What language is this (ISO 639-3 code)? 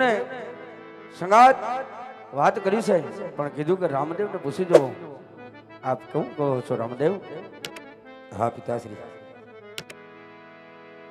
guj